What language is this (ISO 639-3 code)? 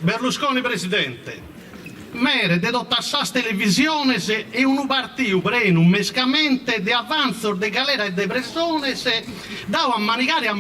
srd